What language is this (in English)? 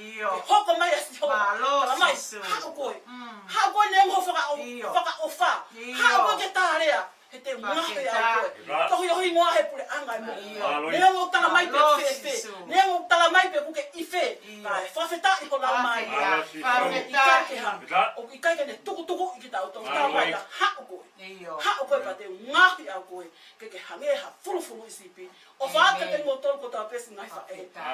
Tongan